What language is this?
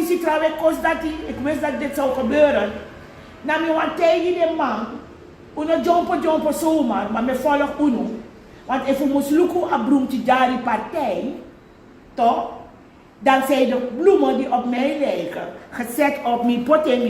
Sranan Tongo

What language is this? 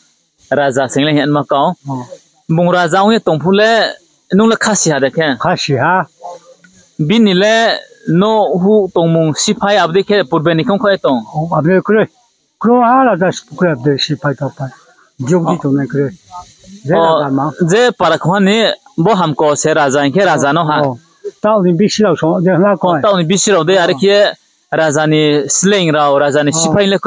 Riang (India)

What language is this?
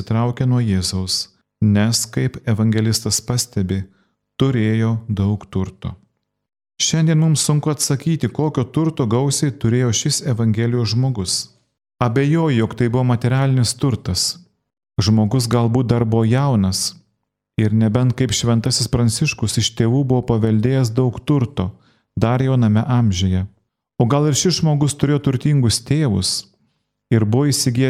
Lithuanian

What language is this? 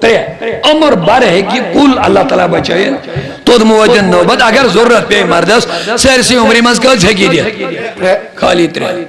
Kashmiri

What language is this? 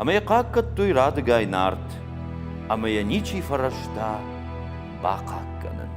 Ossetic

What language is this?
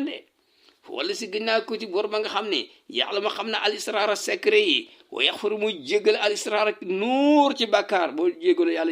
Wolof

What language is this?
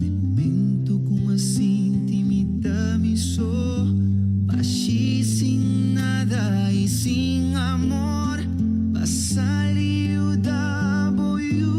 Papiamento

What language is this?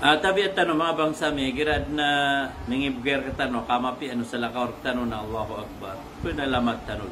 Maranao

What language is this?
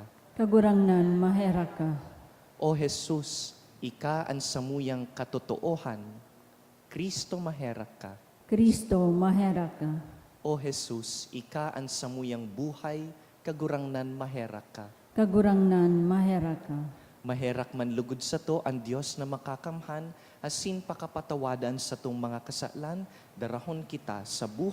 Bikol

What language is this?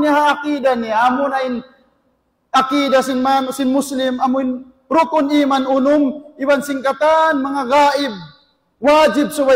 Tausug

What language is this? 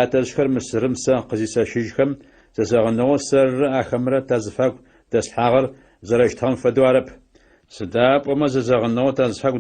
Adyghe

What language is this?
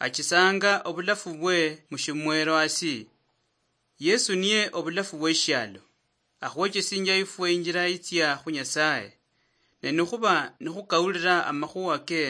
Luyia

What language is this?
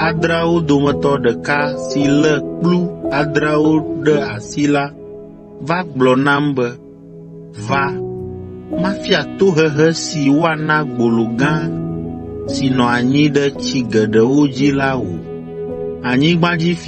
Ewe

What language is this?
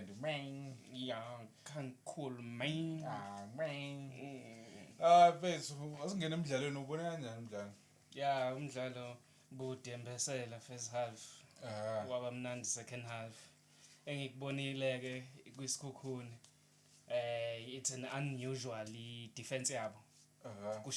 Zulu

